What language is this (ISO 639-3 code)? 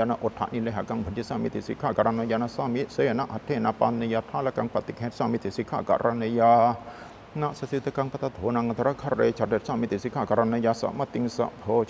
pli